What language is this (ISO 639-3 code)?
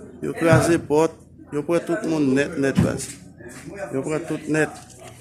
hat